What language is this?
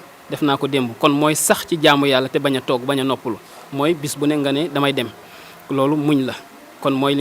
Wolof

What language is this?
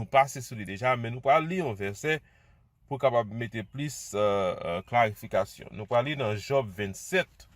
Haitian Creole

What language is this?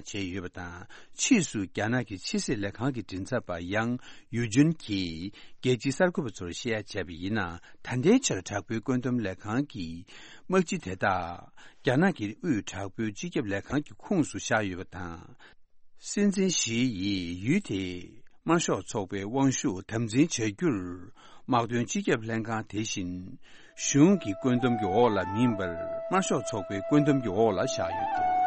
Tibetan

